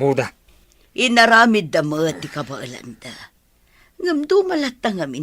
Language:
Iloko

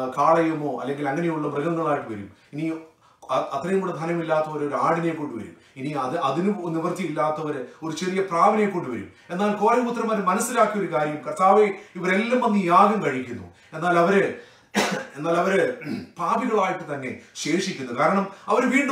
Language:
Malayalam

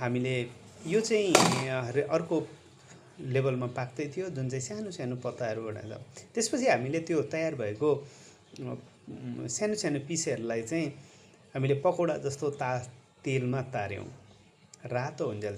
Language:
Nepali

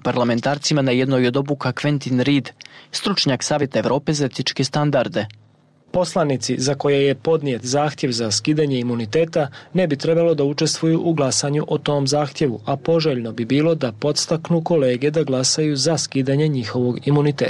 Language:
Bosnian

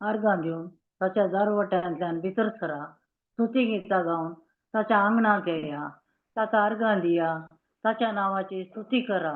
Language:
Konkani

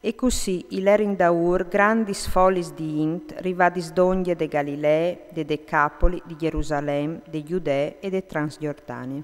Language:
Friulian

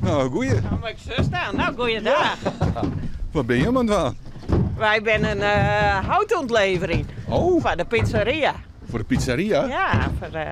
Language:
Western Frisian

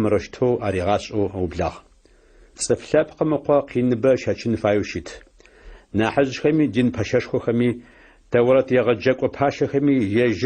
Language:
Adyghe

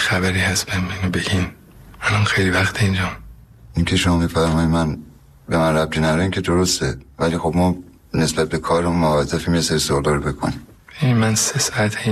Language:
Persian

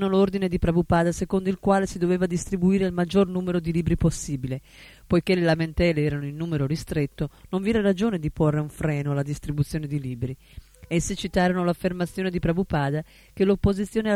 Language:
Italian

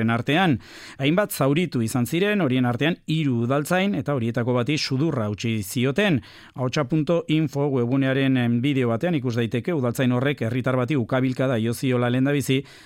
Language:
Basque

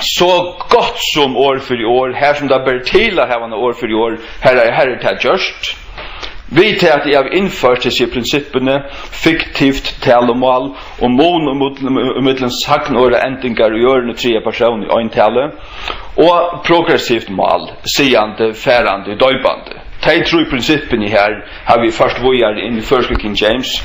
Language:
Faroese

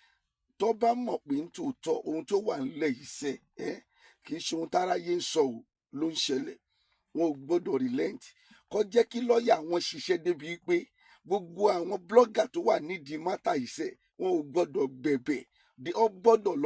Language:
Yoruba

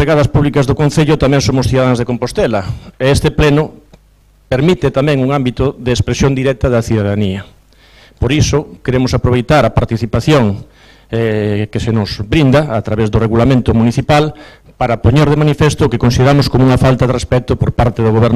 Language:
Galician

